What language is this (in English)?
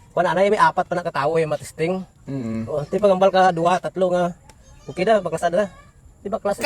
Hiligaynon